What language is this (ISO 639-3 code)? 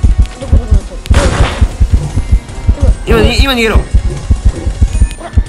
jpn